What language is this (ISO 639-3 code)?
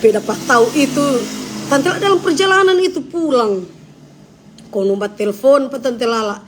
xmm